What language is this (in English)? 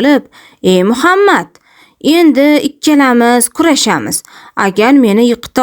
Uzbek